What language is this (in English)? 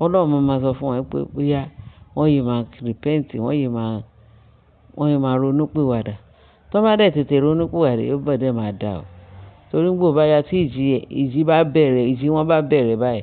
Yoruba